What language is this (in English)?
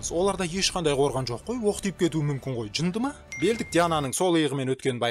Kazakh